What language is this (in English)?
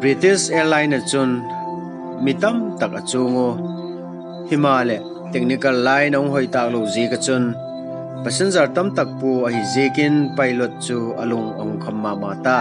Vaiphei